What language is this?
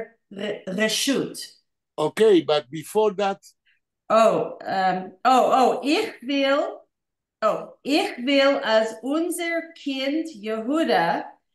Yiddish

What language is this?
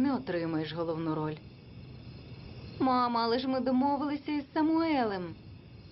Ukrainian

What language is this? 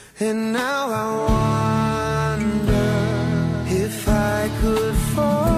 Portuguese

